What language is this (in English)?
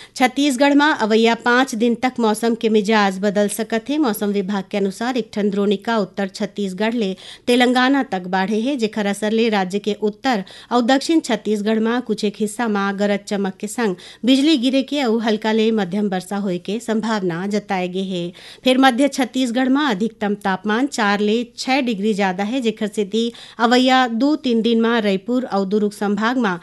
Chhattisgarhi